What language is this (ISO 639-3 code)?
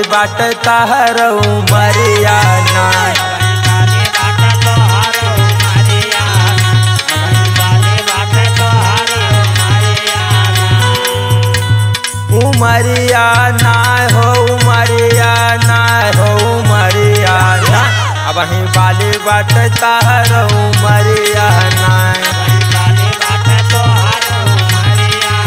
bho